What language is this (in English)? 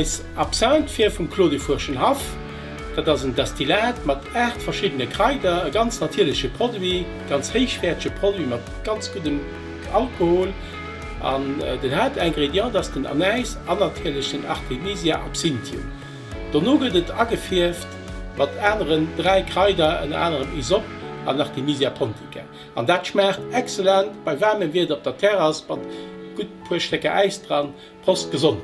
Luxembourgish